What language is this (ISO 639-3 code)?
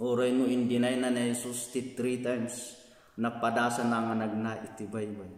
ilo